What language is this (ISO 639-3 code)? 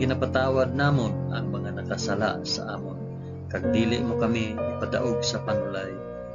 hil